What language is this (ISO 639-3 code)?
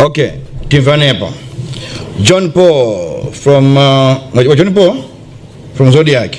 nya